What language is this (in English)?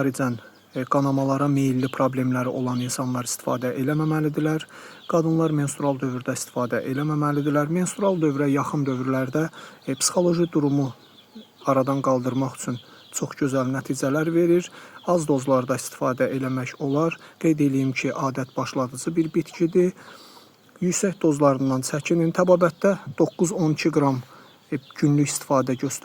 Azerbaijani